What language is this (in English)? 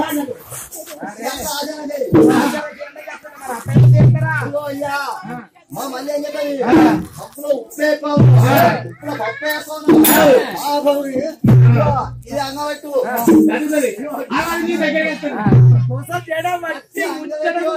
Telugu